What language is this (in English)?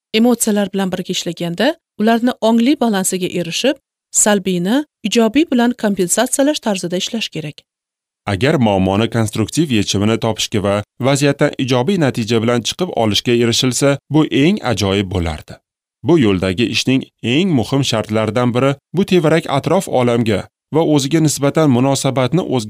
Uzbek